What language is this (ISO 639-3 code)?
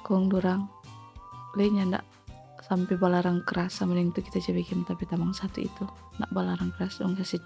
xmm